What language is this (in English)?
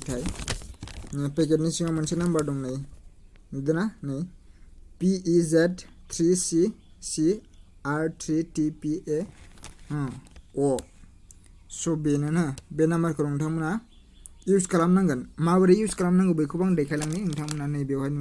Bodo